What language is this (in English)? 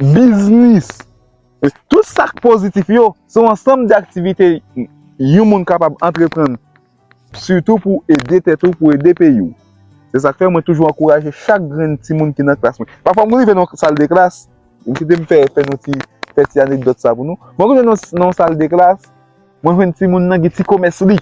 Haitian Creole